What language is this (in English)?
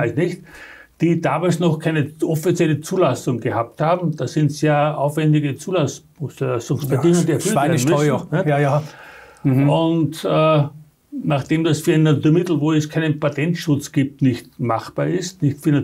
German